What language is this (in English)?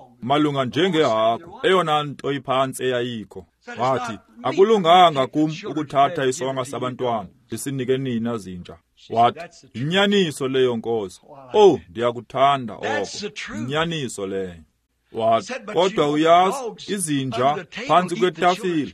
Xhosa